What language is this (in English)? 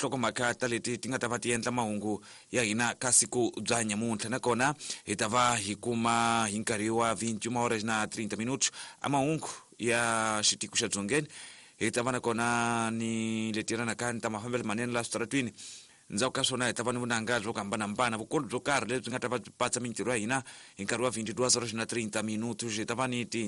Tsonga